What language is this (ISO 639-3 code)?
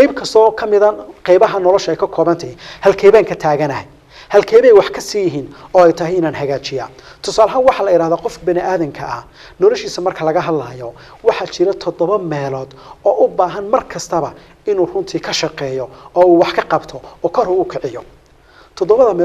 som